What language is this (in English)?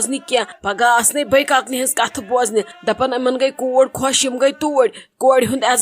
Kashmiri